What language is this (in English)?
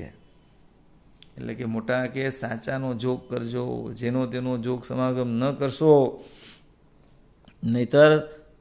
Gujarati